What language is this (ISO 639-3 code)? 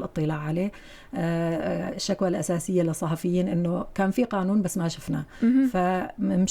apc